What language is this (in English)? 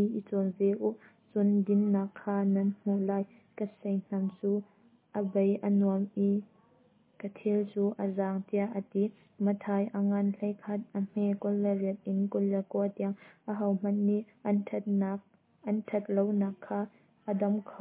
Hakha Chin